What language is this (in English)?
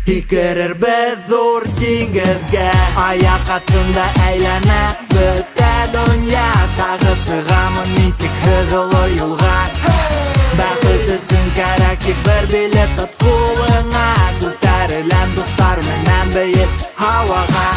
Bashkir